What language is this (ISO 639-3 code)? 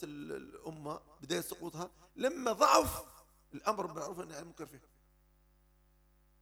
ara